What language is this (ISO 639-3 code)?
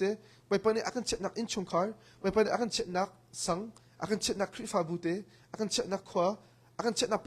cnh